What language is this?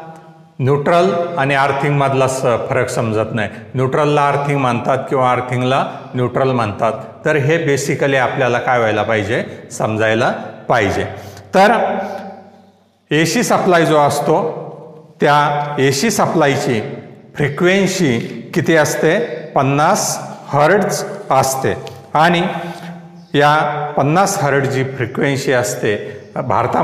Marathi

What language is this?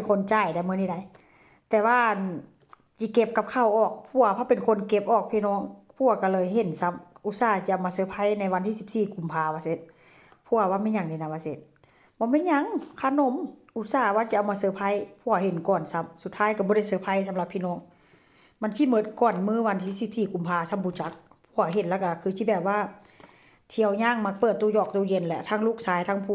Northeastern Thai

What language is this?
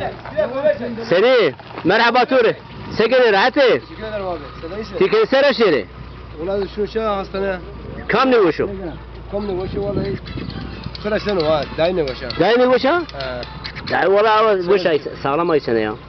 Zaza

